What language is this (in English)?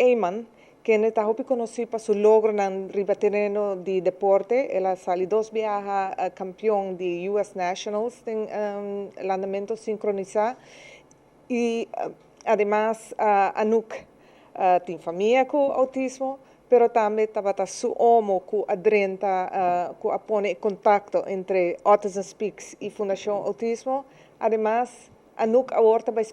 Papiamento